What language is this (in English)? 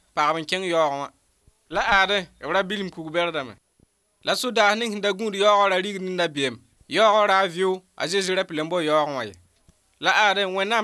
Mossi